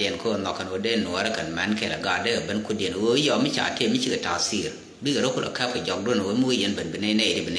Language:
Nuer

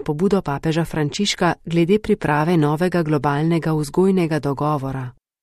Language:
Slovenian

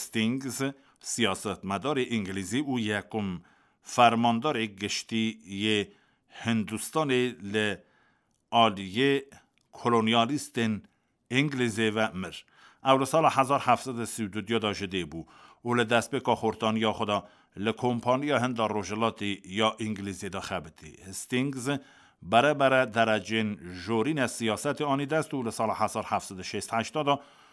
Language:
Kurdish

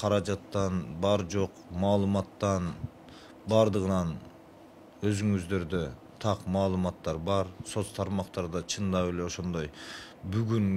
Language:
Kyrgyz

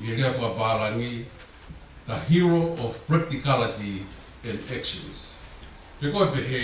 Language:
Tongan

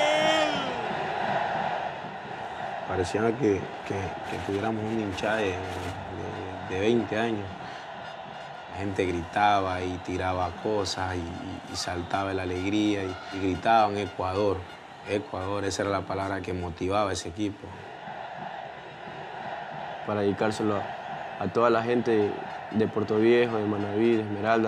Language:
Spanish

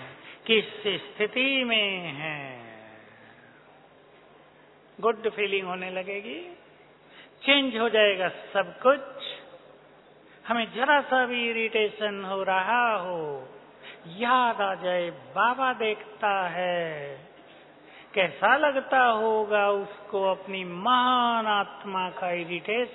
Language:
Hindi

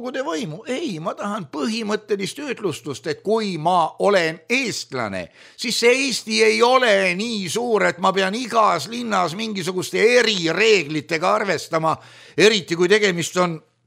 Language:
Estonian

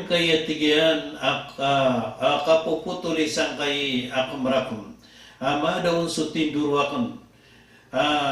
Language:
Maranao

